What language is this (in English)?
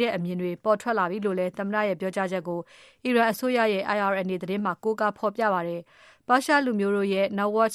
Burmese